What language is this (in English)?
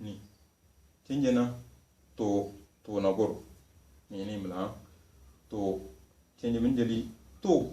Tem